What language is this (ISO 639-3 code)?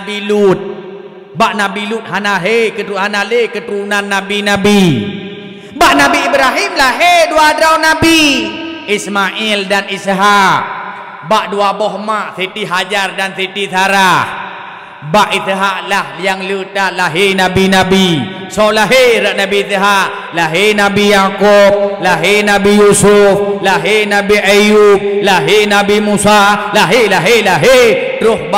ace